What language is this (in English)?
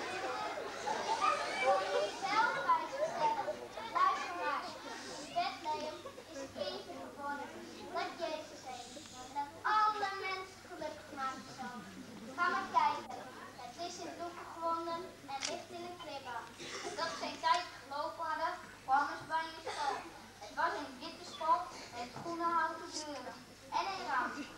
Dutch